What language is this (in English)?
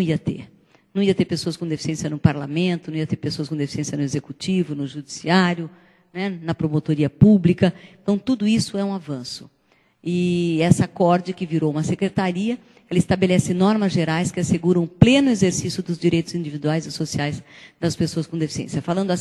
Portuguese